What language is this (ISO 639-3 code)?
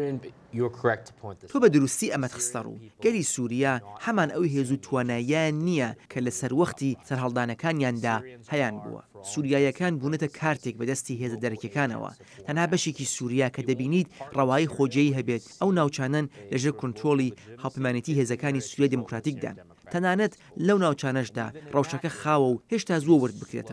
ckb